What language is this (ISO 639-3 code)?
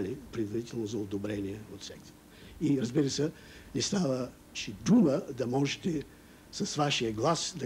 bul